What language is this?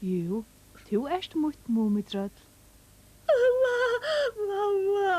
Faroese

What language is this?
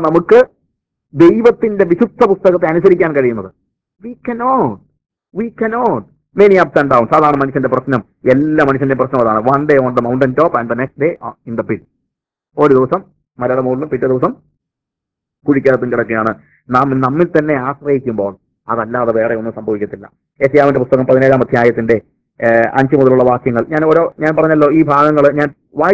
Malayalam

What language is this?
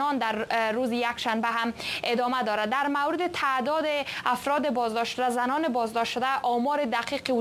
Persian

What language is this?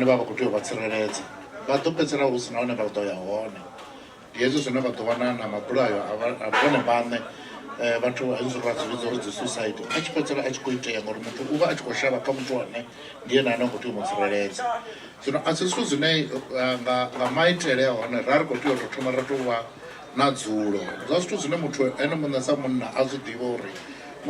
Venda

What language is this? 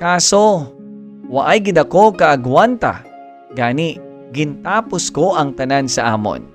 Hiligaynon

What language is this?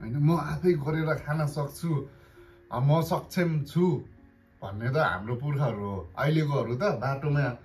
Nepali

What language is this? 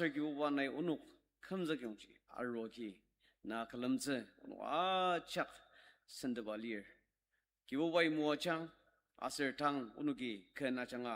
Ao Naga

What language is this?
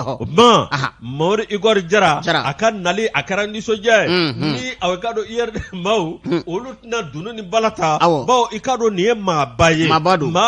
Bambara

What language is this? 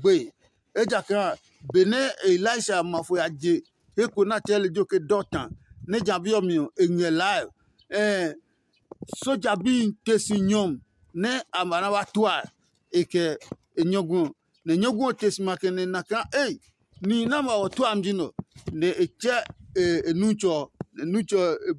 Adangme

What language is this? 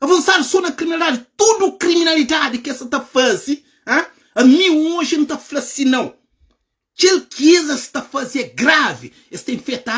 Kabuverdianu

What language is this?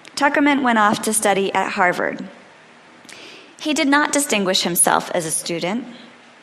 English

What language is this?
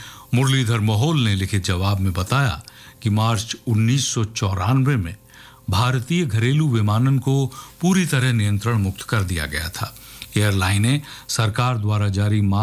Hindi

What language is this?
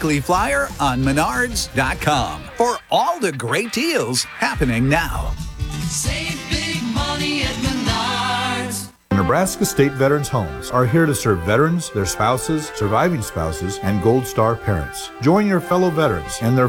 English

